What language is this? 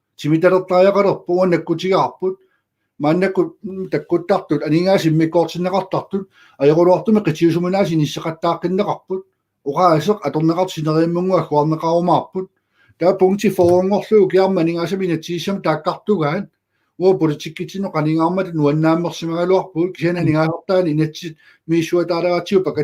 Kalaallisut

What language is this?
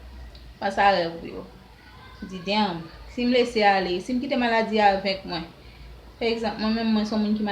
Haitian Creole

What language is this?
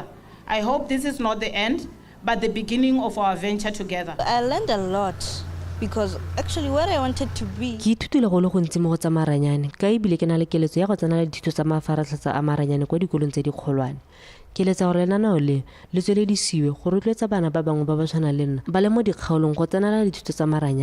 Tswana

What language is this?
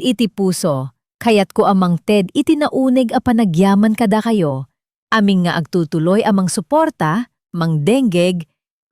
Iloko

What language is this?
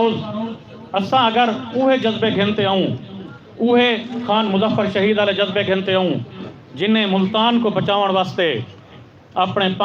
Saraiki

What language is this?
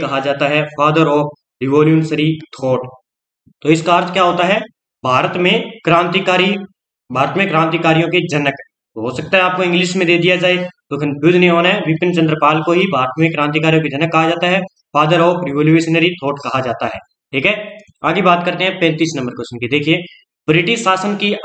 Hindi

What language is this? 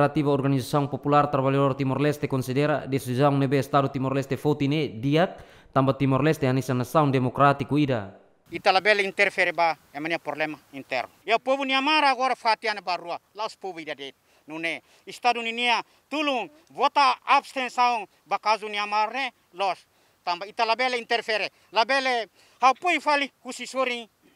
Tetum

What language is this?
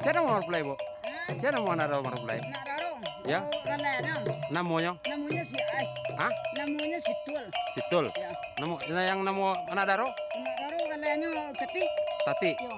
Minangkabau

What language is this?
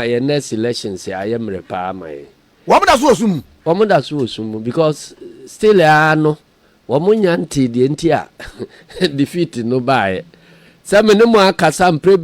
Akan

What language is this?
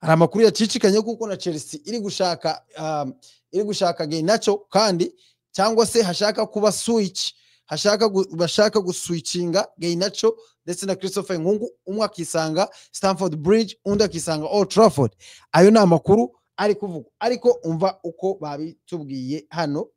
Kinyarwanda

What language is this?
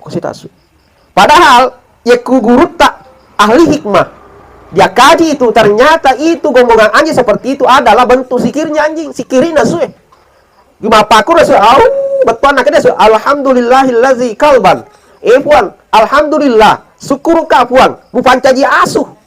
Buginese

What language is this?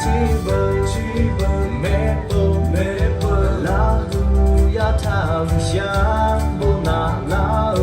Lahu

